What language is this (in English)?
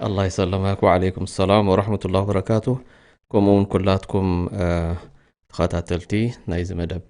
Tigrinya